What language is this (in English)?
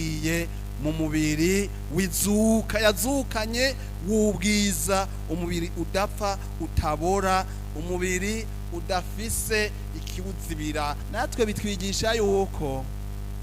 Rundi